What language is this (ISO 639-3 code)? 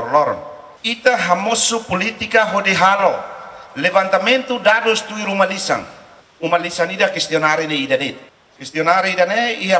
tet